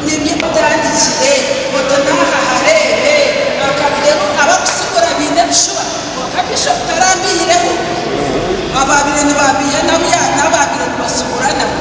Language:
Nyankole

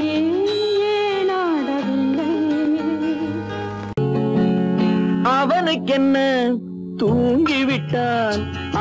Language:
Tamil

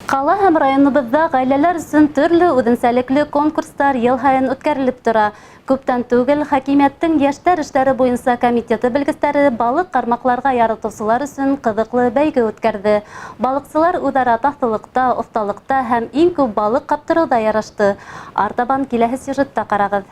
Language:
Bashkir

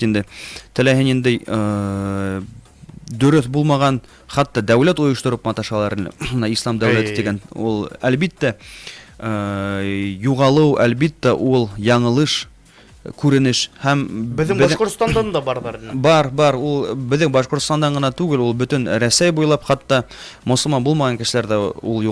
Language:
Bashkir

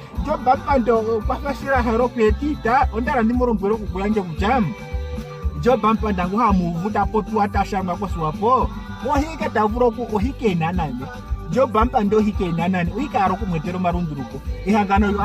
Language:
Ndonga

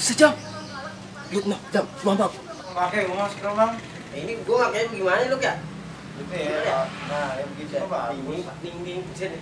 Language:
Betawi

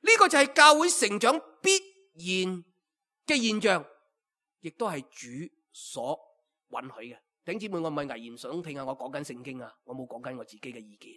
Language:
Cantonese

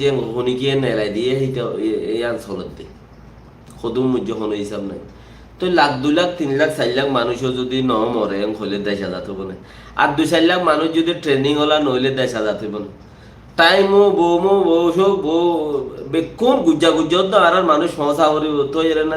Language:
Rohingya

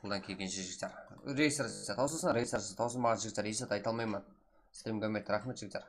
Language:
Kara-Kalpak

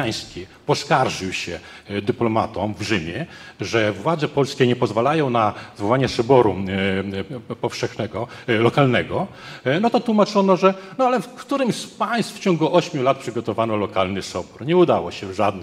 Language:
Polish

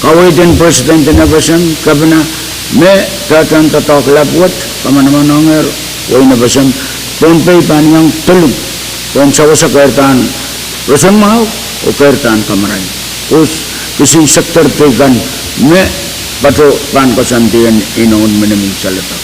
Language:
Pohnpeian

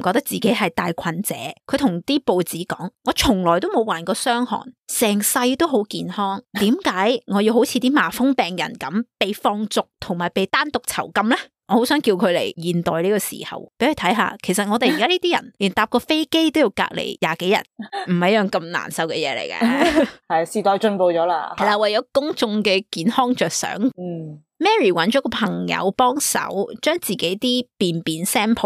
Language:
Cantonese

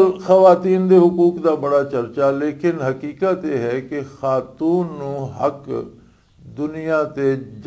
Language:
Western Panjabi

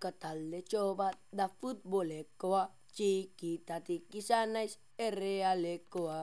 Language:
Basque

